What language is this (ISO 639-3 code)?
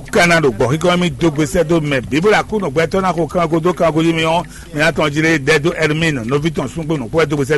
fon